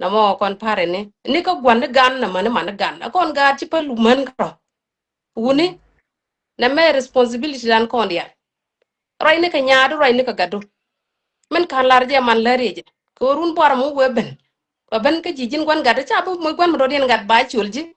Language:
Nuer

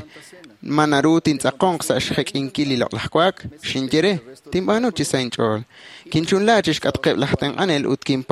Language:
Kekchí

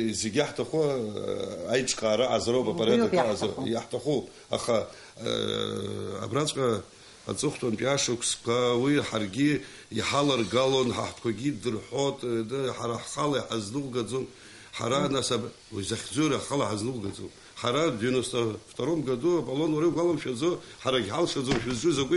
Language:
Abkhazian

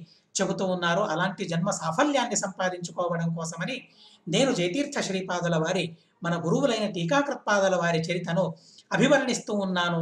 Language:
Telugu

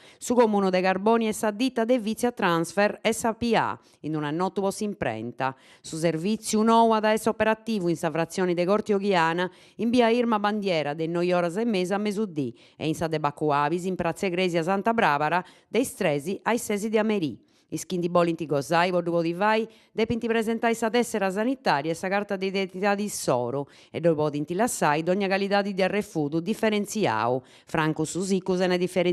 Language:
Sardinian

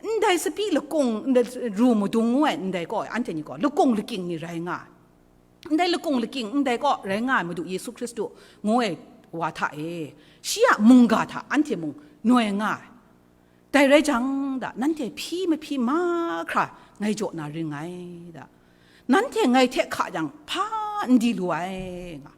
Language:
Kachin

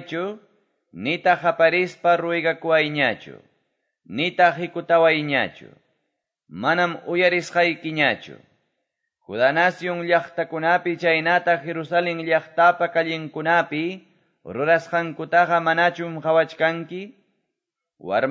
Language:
Quechua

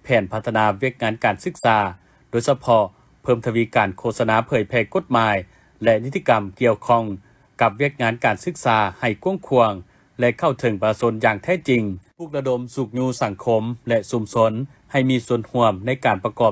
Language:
Lao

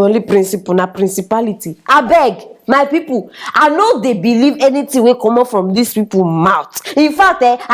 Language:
Nigerian Pidgin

